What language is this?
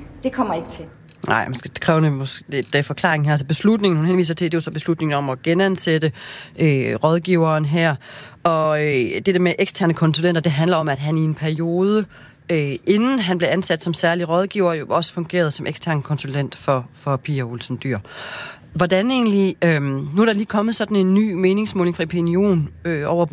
Danish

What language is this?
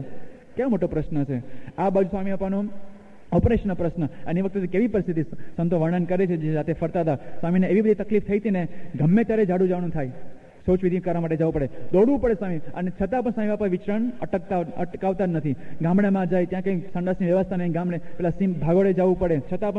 Gujarati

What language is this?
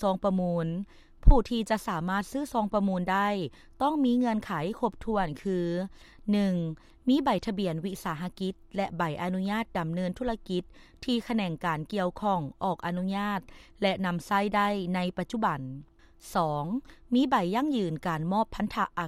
Lao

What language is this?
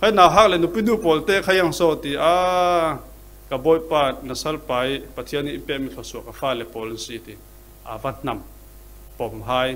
Falam Chin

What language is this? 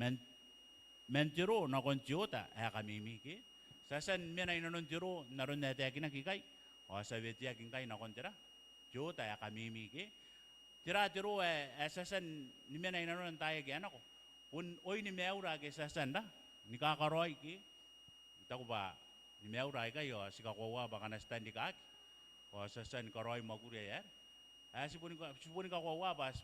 Gilbertese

